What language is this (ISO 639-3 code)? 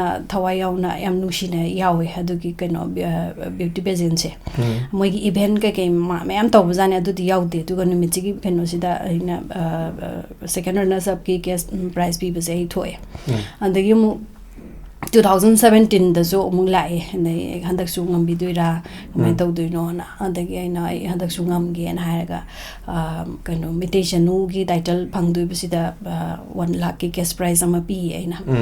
mni